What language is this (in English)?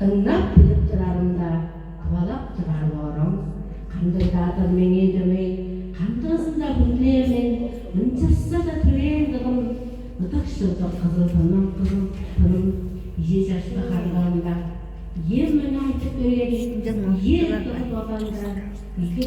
Tuvinian